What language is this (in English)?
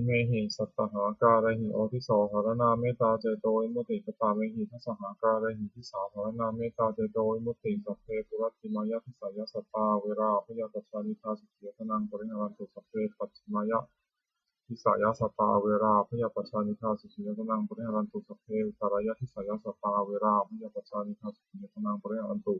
Pali